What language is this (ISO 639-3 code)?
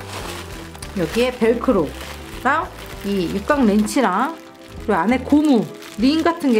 kor